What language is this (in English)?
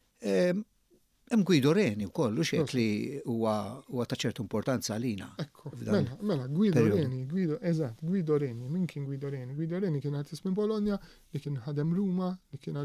Maltese